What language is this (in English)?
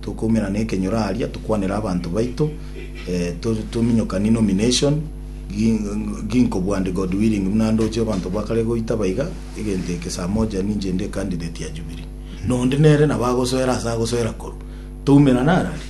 Gusii